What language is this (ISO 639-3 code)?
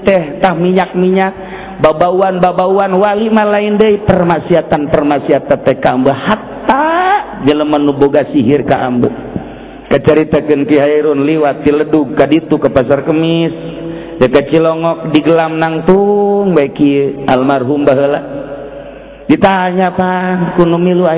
sun